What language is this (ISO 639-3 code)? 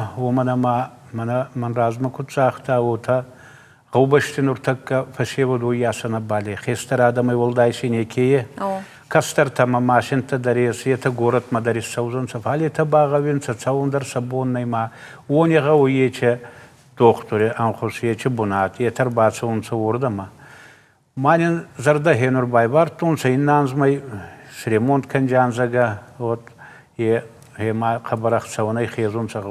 oss